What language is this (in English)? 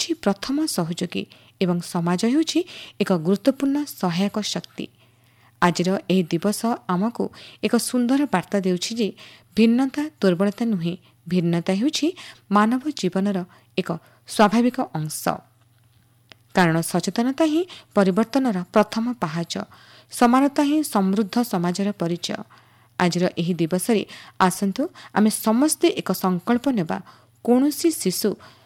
Odia